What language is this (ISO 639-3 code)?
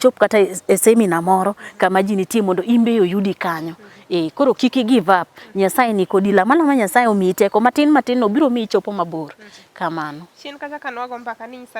luo